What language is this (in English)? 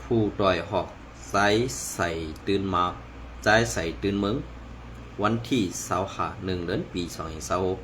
Shan